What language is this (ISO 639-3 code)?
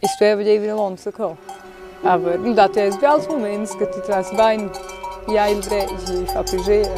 roh